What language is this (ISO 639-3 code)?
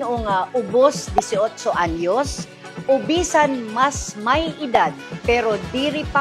war